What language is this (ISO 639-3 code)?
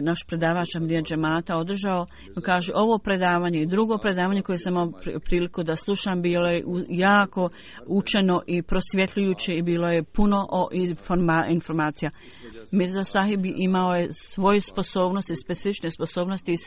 bos